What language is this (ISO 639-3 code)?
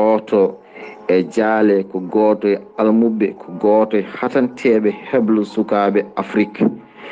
ful